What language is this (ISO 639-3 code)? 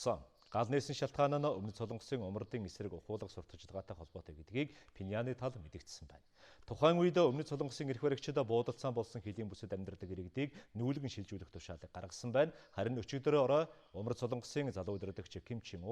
mon